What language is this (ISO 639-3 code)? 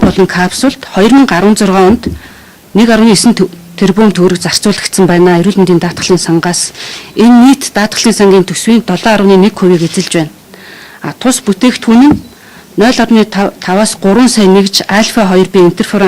mon